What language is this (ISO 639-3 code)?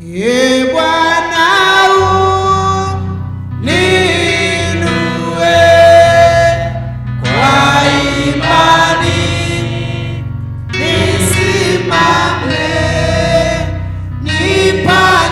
swa